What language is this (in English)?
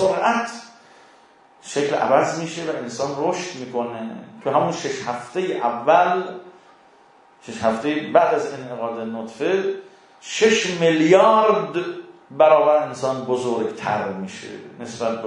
Persian